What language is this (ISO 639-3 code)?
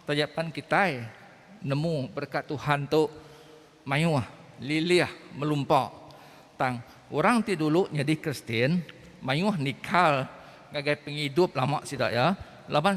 iba